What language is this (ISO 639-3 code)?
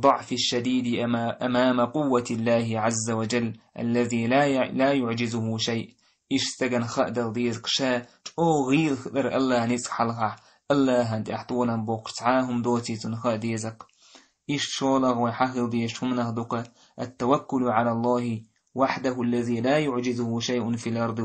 che